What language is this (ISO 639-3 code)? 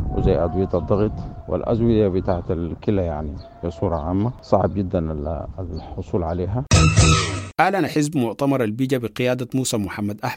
apd